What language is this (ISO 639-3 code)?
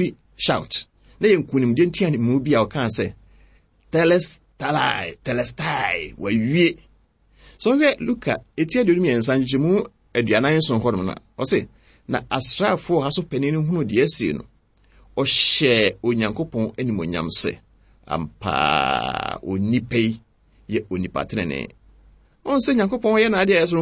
aka